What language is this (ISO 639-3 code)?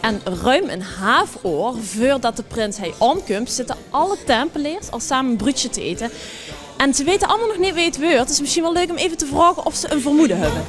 lim